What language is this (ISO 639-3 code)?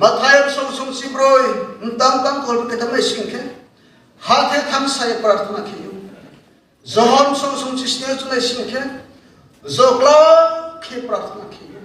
ria